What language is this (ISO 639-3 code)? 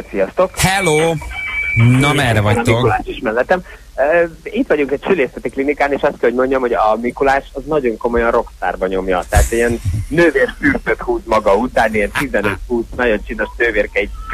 hun